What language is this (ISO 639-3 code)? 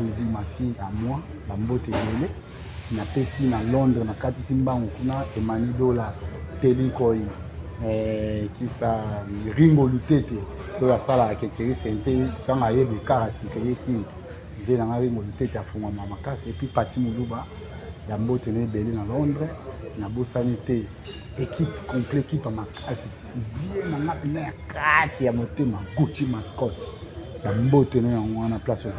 lin